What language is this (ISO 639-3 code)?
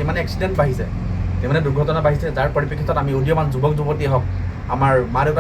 asm